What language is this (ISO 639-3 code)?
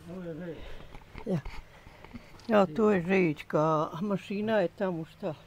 bos